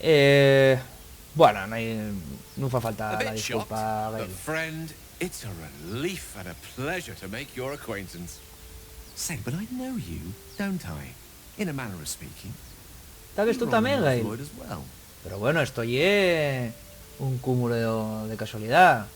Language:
Asturian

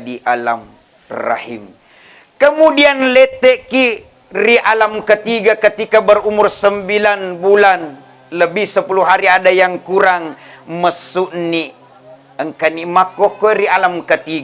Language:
Buginese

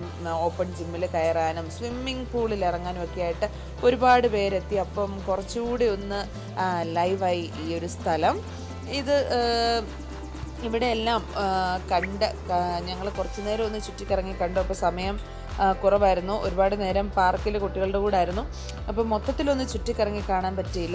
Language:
Malayalam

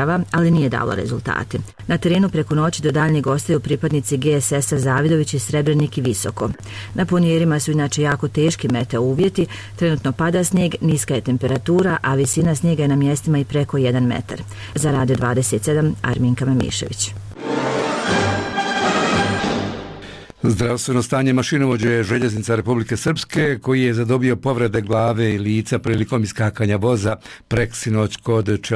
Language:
Bosnian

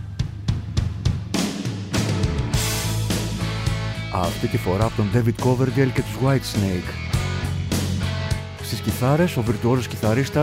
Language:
Greek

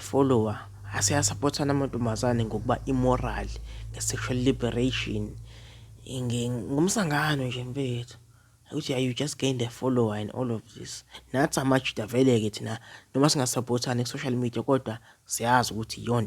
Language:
Zulu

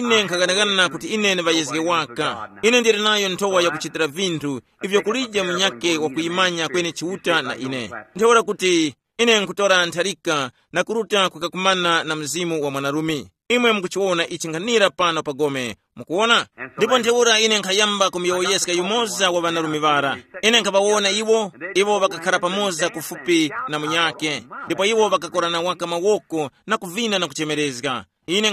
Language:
Tumbuka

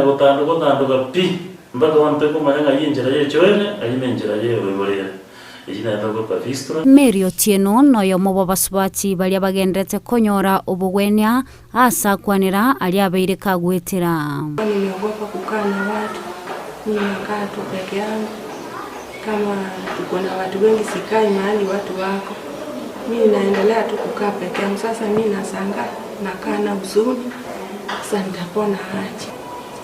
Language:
Gusii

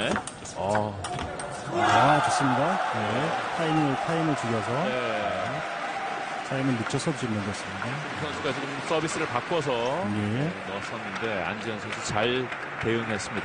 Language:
Korean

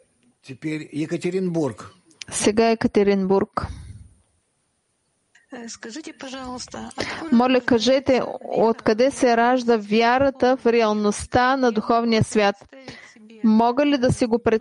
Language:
Bulgarian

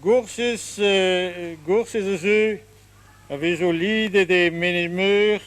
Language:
Breton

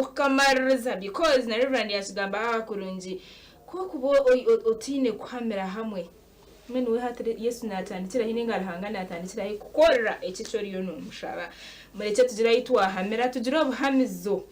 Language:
Nyankole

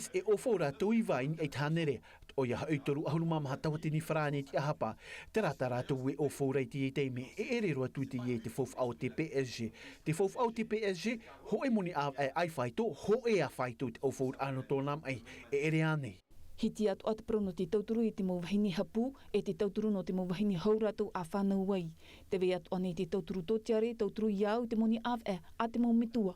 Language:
Tahitian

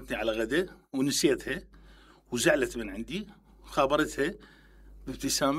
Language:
Mesopotamian Arabic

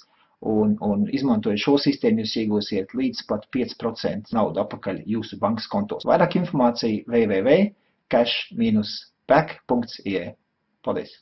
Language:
Latvian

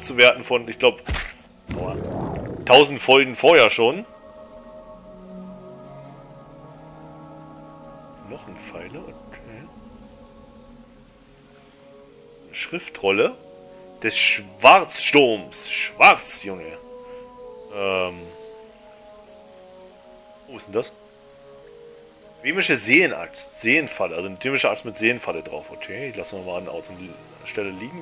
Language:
German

